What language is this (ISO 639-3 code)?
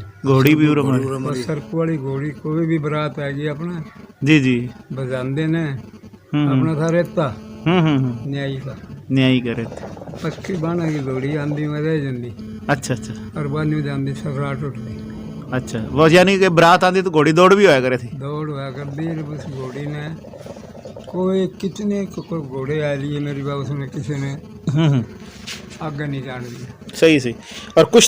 bgc